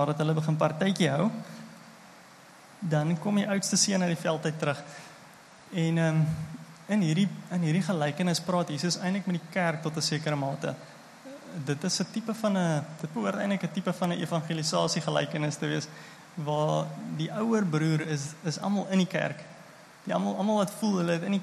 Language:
Afrikaans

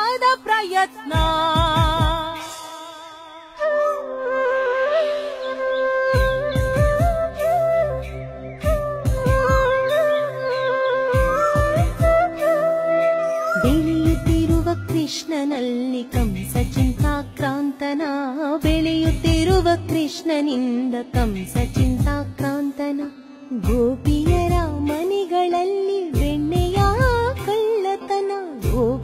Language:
Kannada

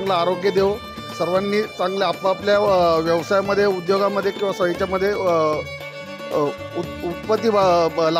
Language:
Marathi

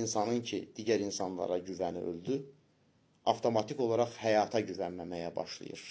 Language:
Azerbaijani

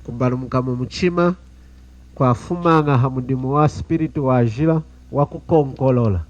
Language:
Lunda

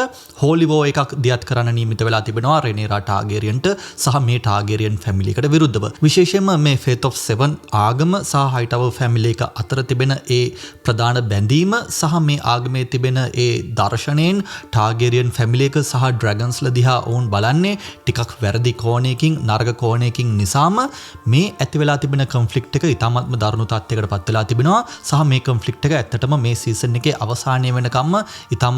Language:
Sinhala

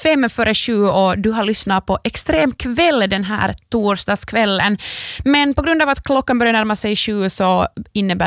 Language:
Swedish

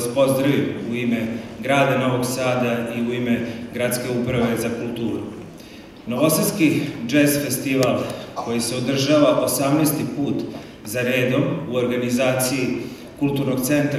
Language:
Serbian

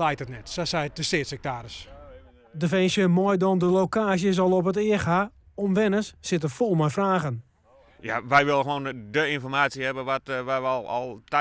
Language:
Western Frisian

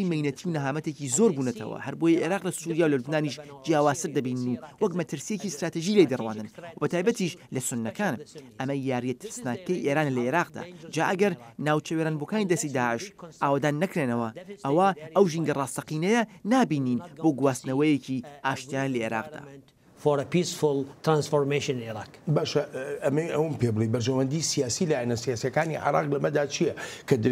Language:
Central Kurdish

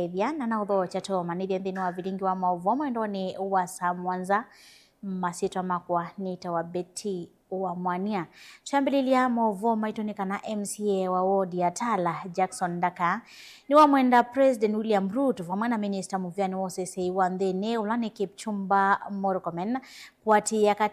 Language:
Kamba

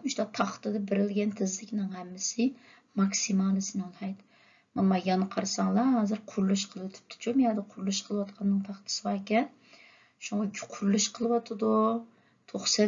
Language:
Uyghur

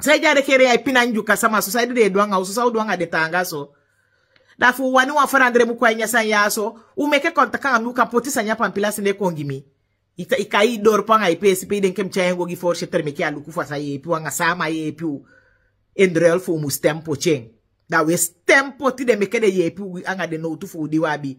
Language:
Sranan Tongo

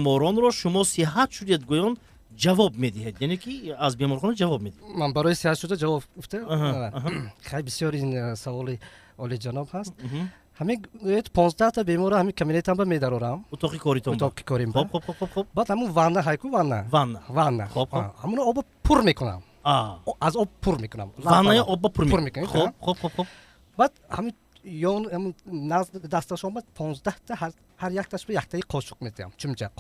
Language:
Tajik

